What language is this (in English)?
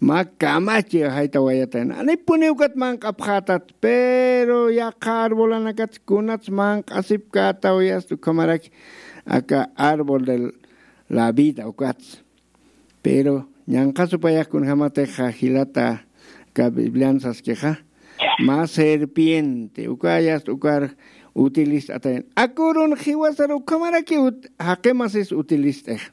Aymara